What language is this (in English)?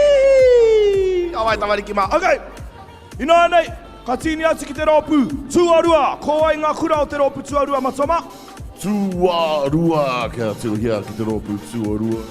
Māori